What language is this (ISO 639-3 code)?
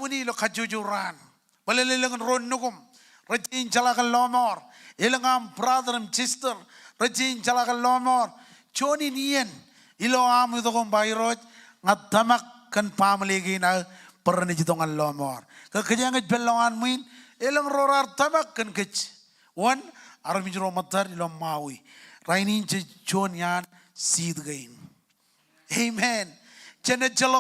mah